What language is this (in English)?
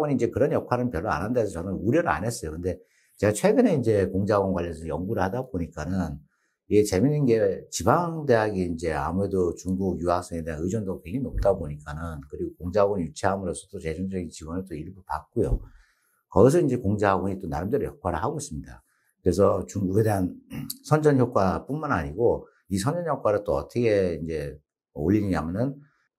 Korean